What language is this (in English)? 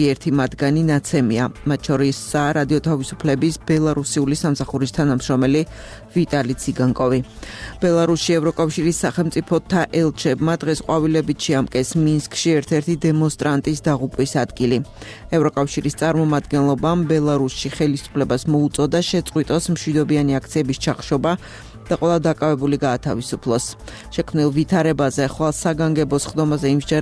Georgian